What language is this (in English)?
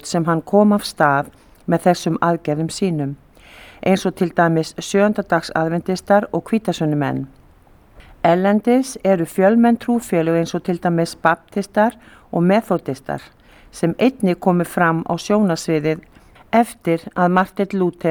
Icelandic